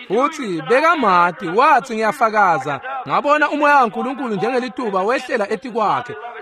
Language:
Swati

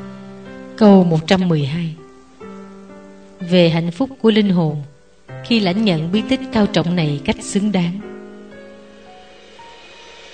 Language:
Vietnamese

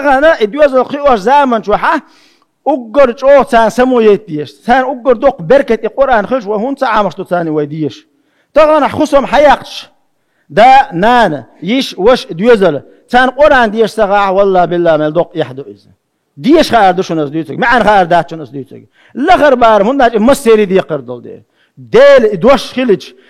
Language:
Chechen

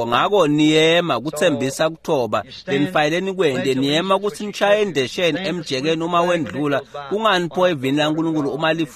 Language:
Swati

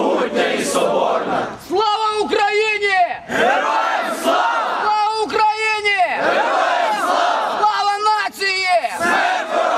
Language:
Ukrainian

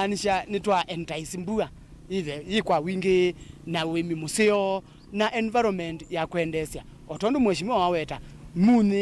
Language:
Kamba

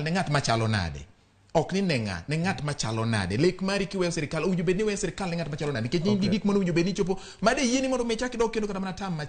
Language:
Luo (Kenya and Tanzania)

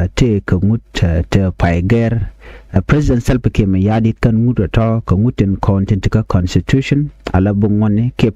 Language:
Nuer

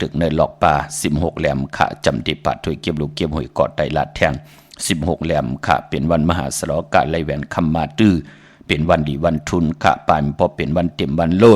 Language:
Shan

